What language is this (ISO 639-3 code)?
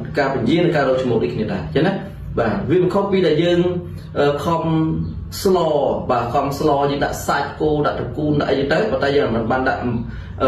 khm